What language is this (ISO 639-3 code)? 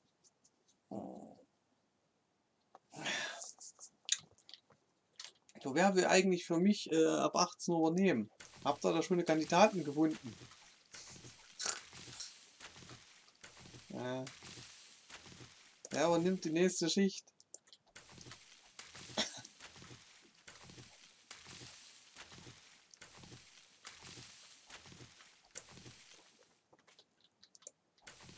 deu